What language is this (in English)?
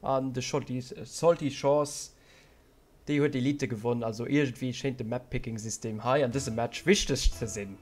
Luxembourgish